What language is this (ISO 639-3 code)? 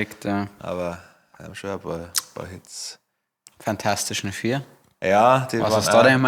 bar